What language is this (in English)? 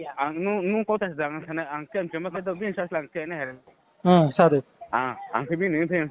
Riang (India)